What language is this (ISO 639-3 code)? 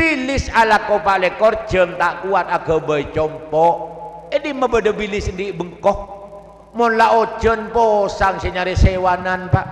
mad